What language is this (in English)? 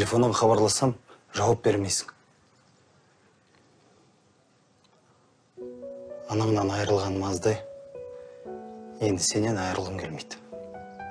Kazakh